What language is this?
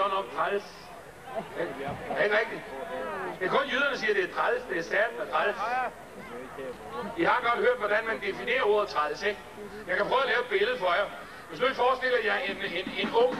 Danish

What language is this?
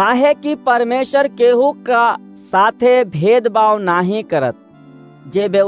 Awadhi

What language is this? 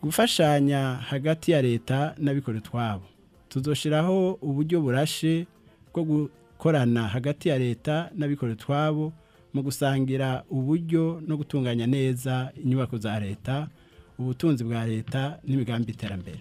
Rundi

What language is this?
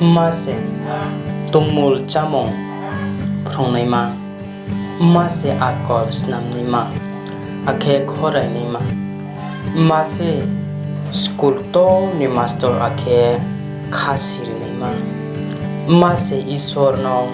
Riang (India)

